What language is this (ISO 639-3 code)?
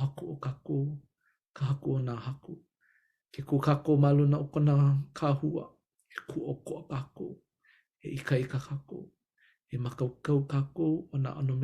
haw